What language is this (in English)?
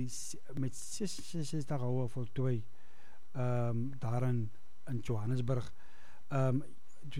Afrikaans